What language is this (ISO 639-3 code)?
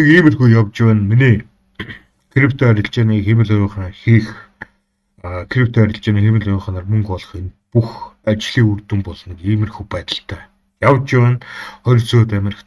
mon